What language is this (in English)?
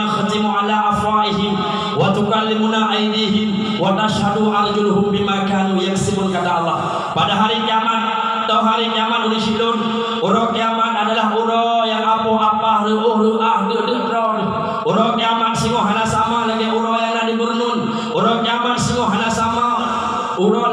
Achinese